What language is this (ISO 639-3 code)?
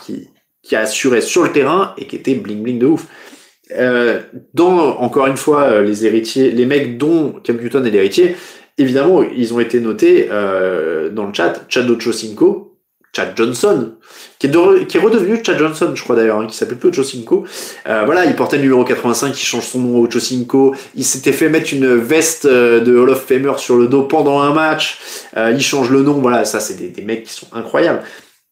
fra